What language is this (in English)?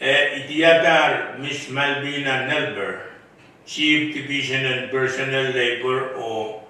Pohnpeian